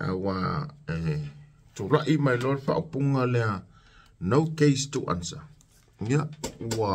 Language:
Samoan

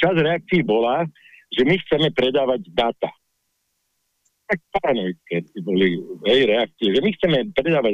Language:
Slovak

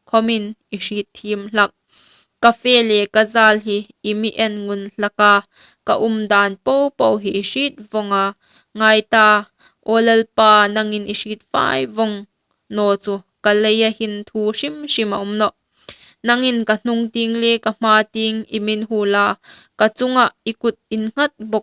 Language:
Hmar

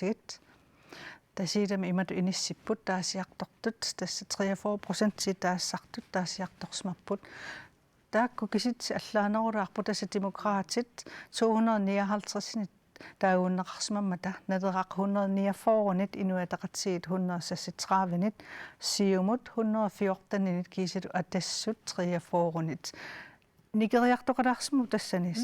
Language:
Kalaallisut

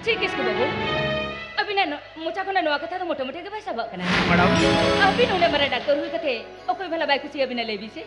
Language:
Santali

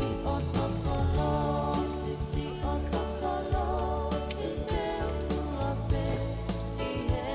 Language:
Tongan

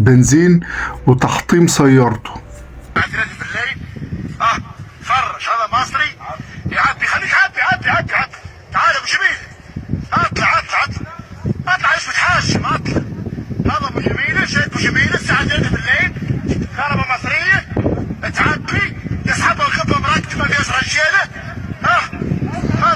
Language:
Egyptian Arabic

